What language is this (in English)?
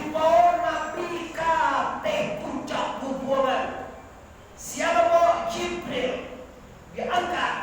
Minangkabau